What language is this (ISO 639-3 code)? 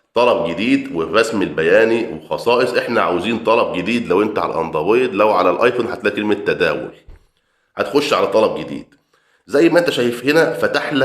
arz